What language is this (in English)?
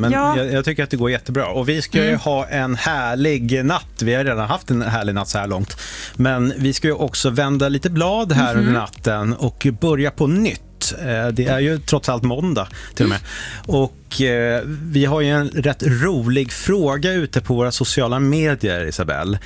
Swedish